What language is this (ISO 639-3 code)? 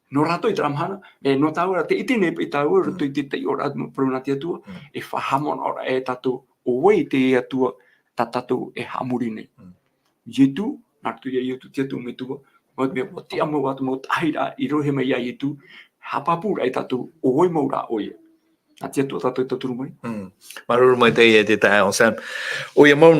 tah